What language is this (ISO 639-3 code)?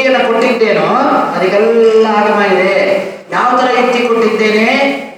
kan